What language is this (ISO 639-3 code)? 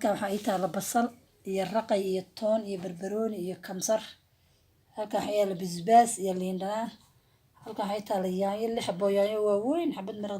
som